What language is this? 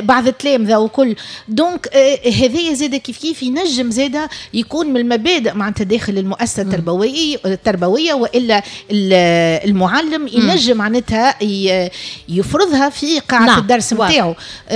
Tunisian Arabic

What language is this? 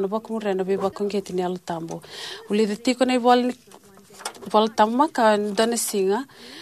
Fijian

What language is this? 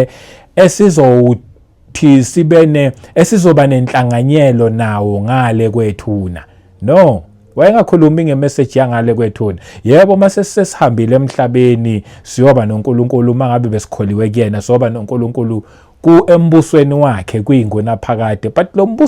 Zulu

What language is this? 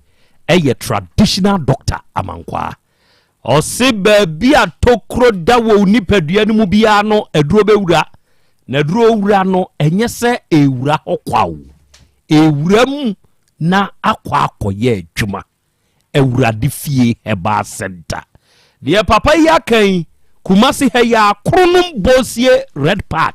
Akan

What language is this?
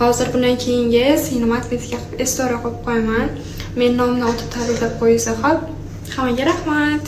Uzbek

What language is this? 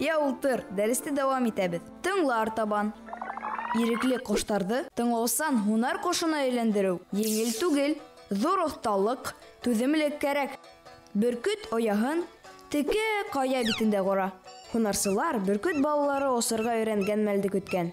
Bashkir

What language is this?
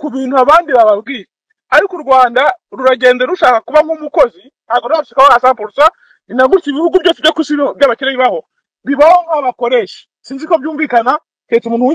Kinyarwanda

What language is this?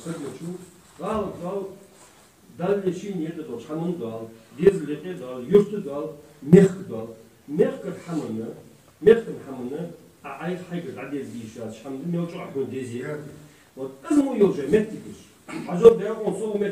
Ingush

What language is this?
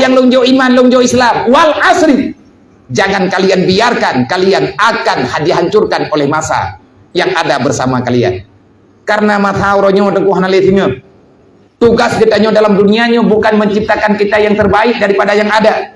Achinese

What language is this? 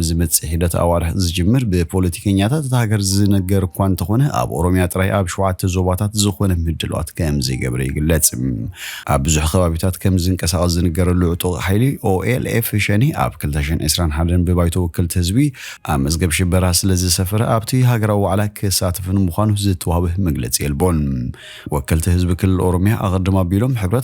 Tigrinya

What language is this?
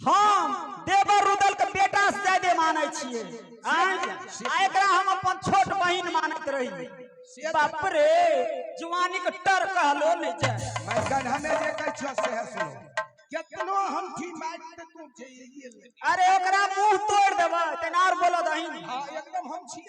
Maithili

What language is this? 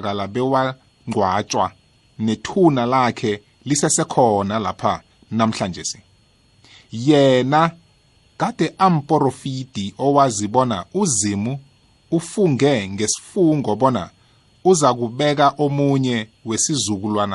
South Ndebele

